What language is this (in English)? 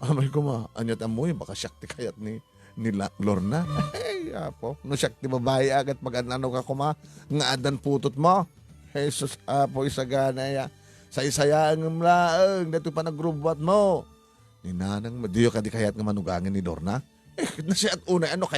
Iloko